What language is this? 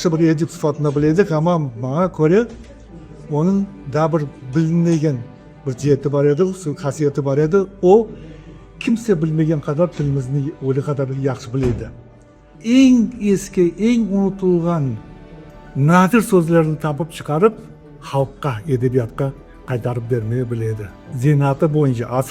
Crimean Tatar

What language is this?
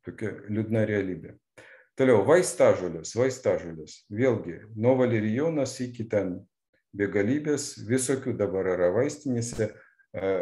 Lithuanian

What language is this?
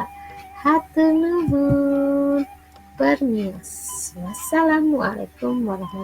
Sundanese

